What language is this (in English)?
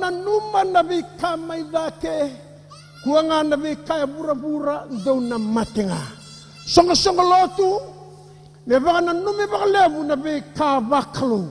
Fijian